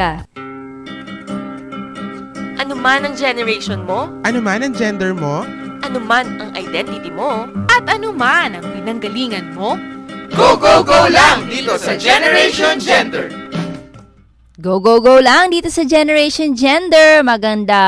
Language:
Filipino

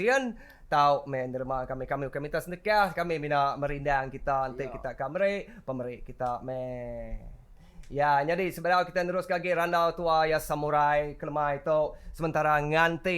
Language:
Iban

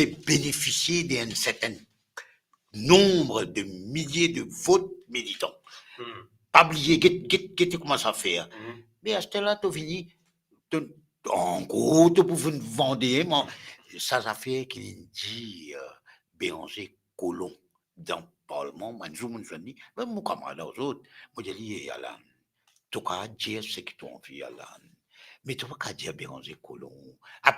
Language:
Morisyen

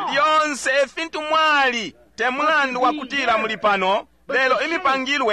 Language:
Bemba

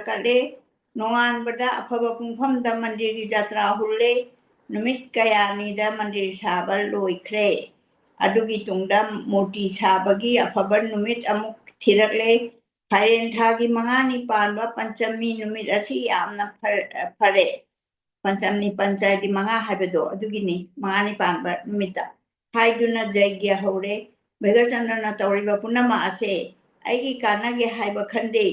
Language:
Manipuri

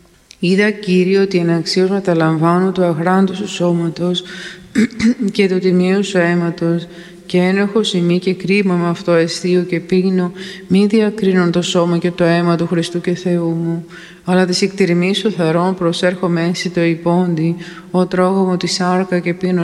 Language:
Greek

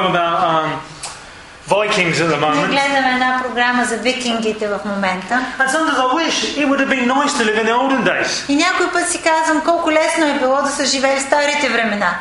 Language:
Bulgarian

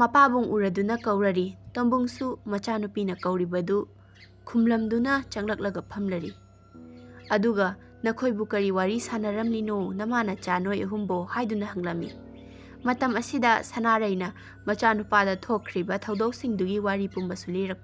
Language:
Manipuri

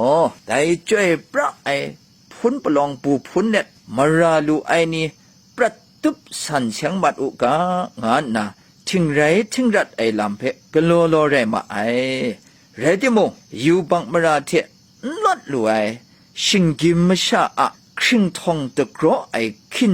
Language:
Kachin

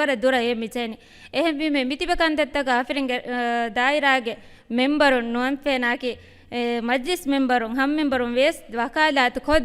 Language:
Divehi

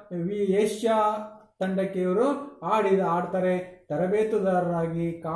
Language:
Kannada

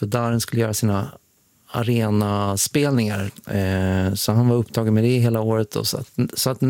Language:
Swedish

